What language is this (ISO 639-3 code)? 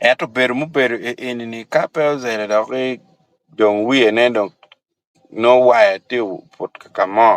ach